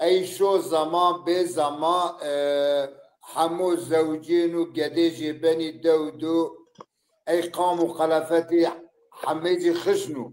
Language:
Zaza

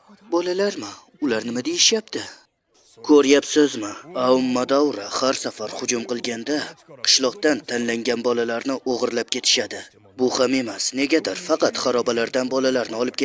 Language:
Uzbek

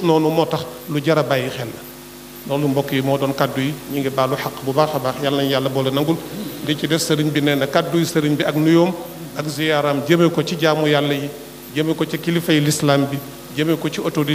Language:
Wolof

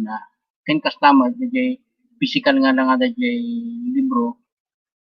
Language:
Iloko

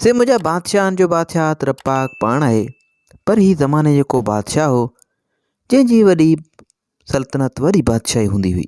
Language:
Sindhi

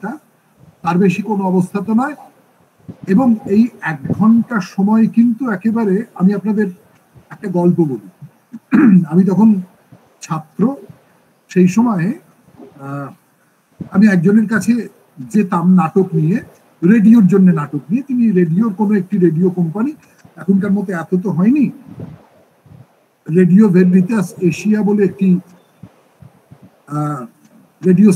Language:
Bangla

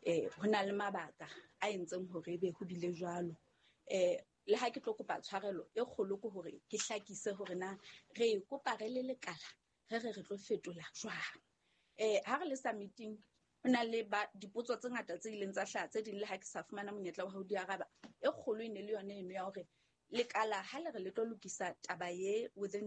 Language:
Southern Sotho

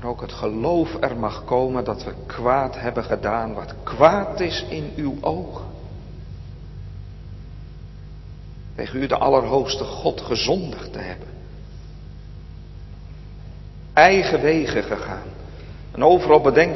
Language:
Dutch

